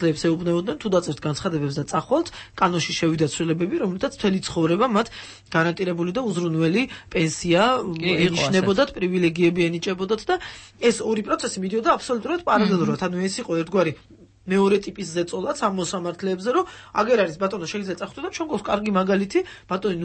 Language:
Georgian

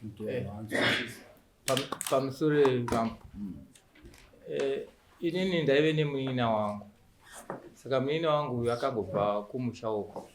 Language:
Shona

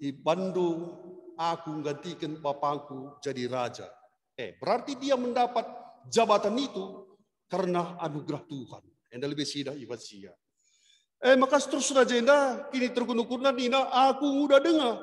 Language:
Batak Karo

